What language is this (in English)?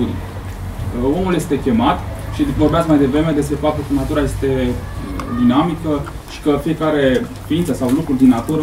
Romanian